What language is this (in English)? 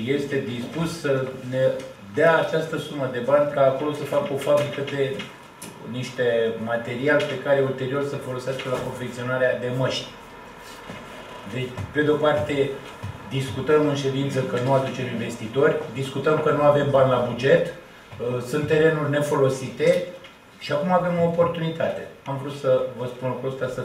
Romanian